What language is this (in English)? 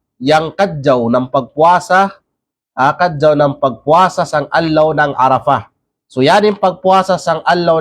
Kalagan